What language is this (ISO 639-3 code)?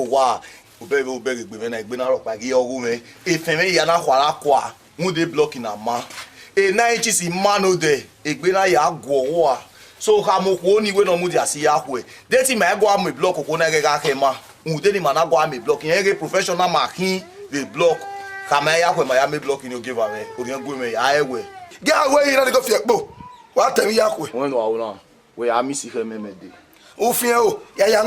bin